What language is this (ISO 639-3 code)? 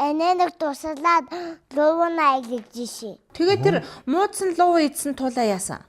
mon